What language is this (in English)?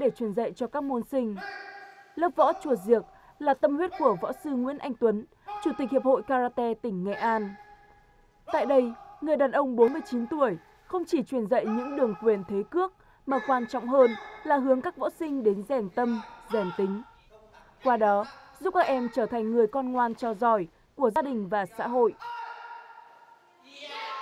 Vietnamese